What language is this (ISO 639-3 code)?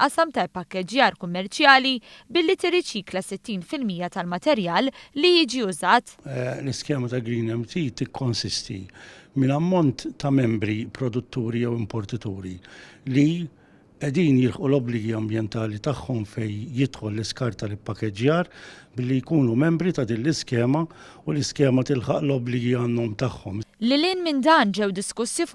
mlt